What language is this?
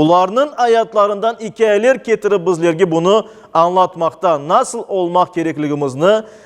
Crimean Tatar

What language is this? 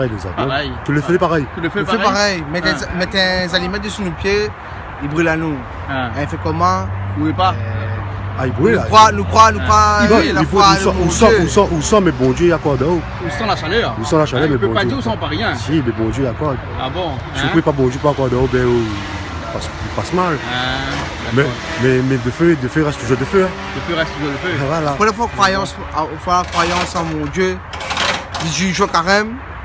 Réunion Creole French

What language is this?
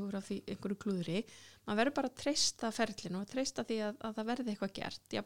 Icelandic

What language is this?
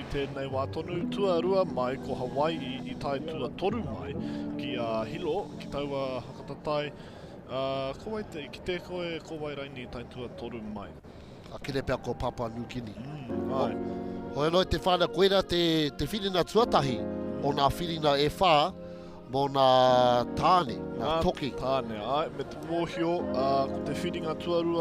Māori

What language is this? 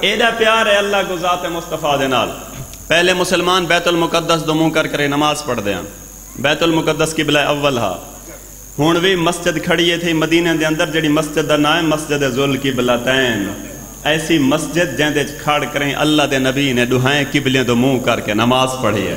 Saraiki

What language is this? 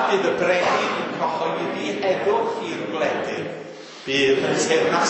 Welsh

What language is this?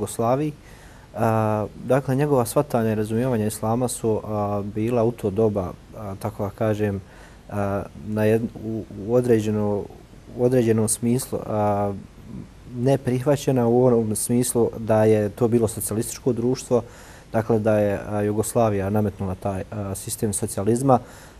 Bosnian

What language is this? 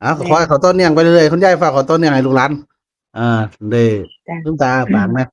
Northeastern Thai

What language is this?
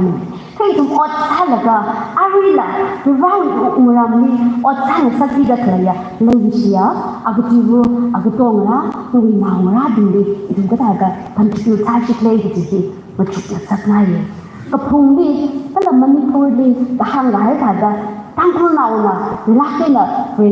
Tangkhul Naga (India)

